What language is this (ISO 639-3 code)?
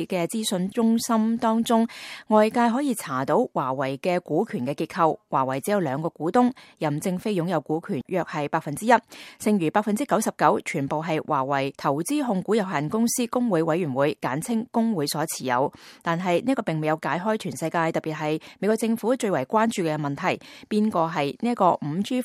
yue